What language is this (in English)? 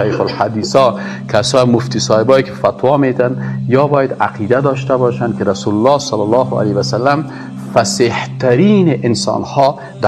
Persian